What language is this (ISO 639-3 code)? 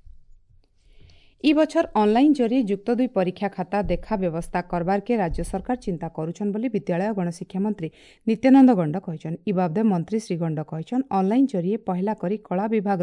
ori